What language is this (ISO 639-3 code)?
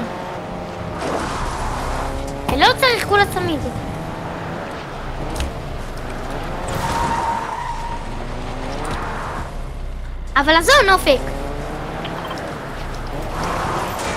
heb